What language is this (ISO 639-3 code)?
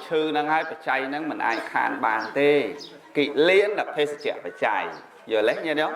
khm